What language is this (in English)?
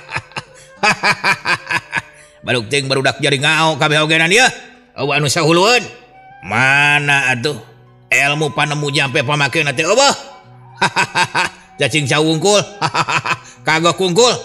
Sundanese